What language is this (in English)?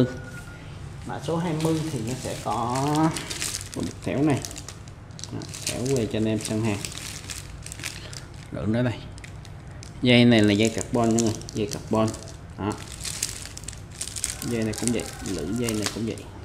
Vietnamese